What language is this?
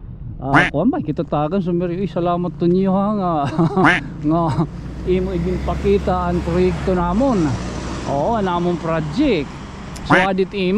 Waray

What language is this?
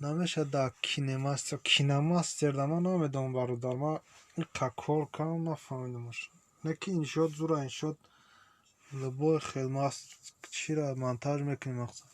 Tajik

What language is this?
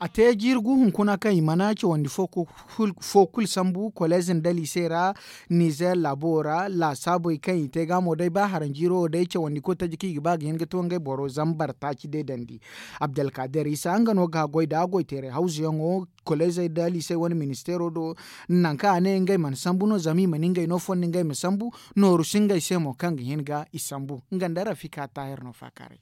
Zarma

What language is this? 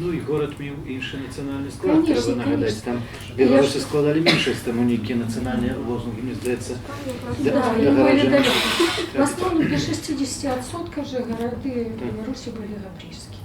Belarusian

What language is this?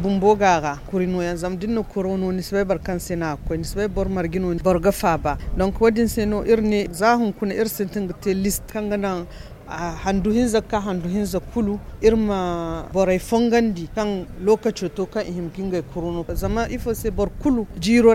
Zarma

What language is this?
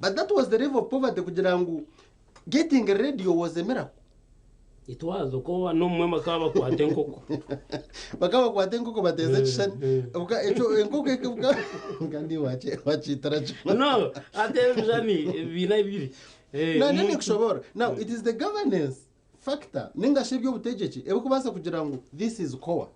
Nyankole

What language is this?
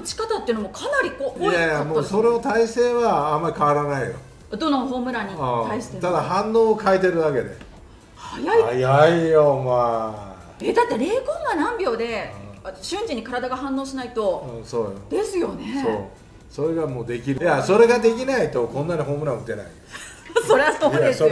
Japanese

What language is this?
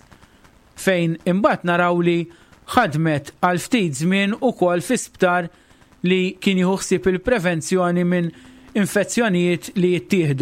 Maltese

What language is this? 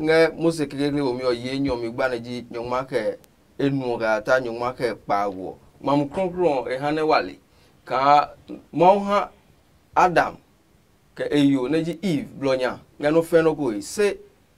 Adangme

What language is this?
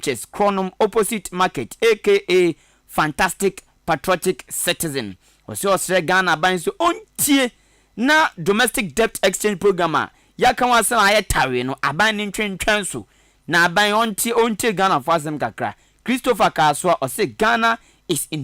Akan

